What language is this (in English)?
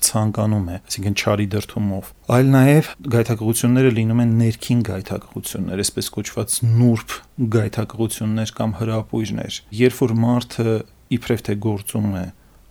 Armenian